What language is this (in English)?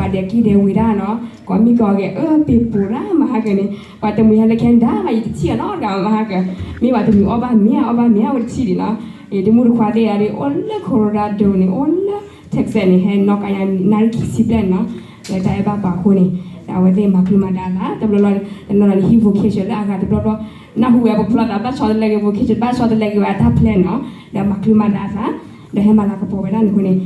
S'gaw Karen